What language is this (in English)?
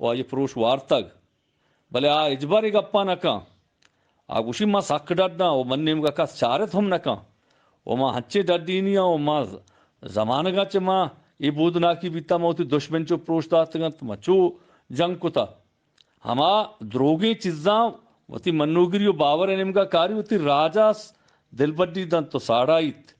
Eastern Balochi